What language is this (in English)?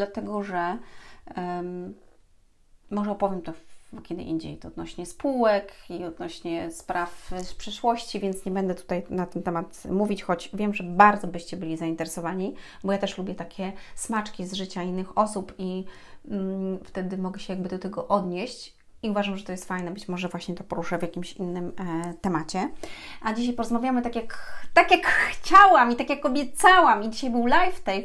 Polish